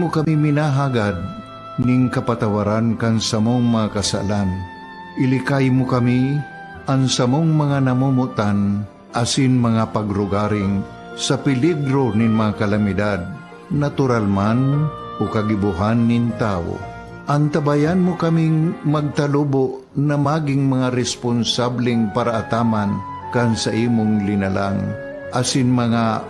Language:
Bikol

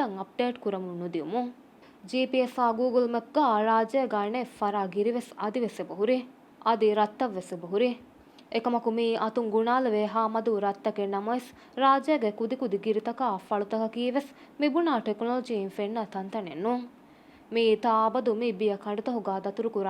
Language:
Divehi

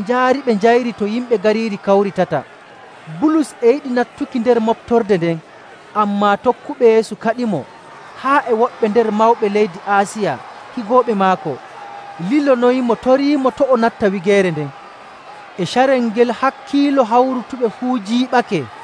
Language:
Nigerian Fulfulde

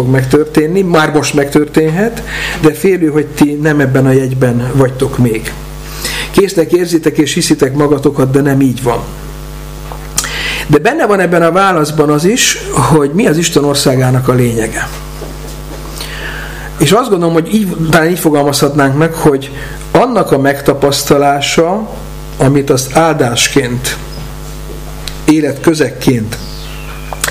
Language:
Hungarian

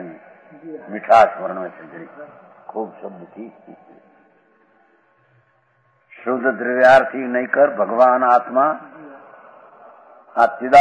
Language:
Gujarati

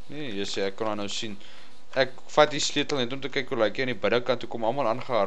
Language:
Afrikaans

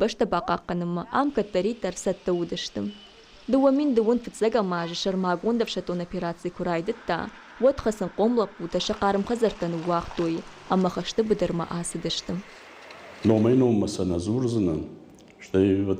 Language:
Ossetic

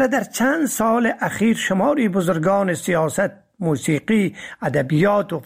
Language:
Persian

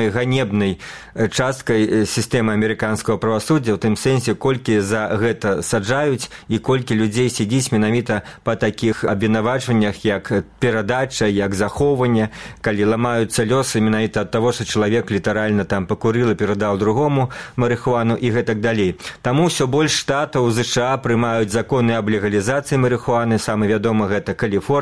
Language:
Belarusian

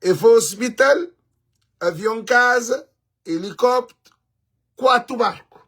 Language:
Kabuverdianu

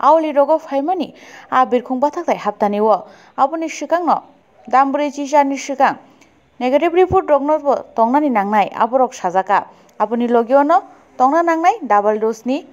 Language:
Kok Borok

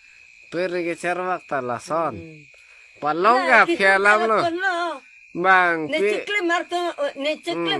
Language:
Karbi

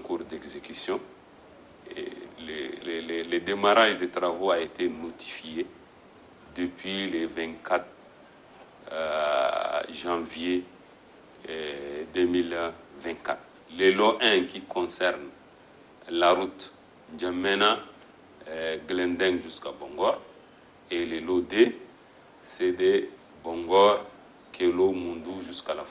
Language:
French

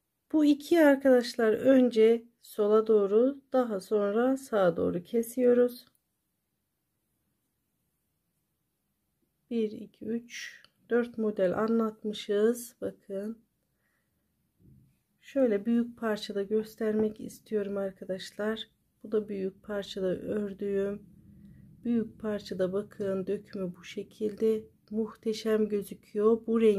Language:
Turkish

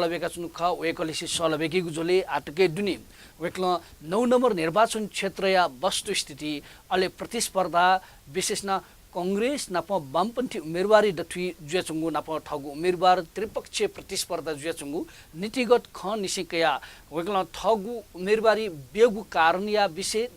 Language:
Newari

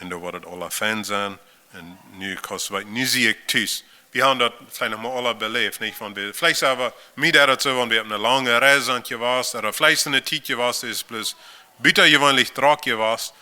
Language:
Plautdietsch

